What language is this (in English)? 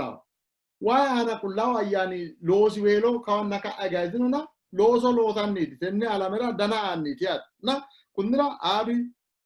Sidamo